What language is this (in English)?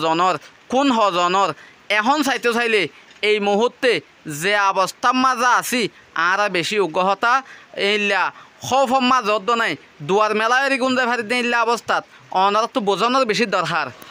Rohingya